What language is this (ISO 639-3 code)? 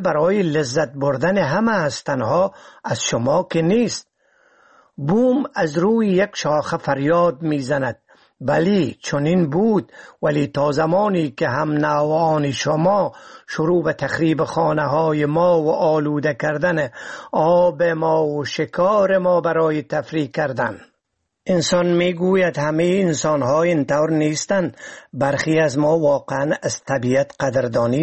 fas